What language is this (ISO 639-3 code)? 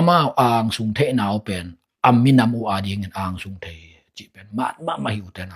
ctd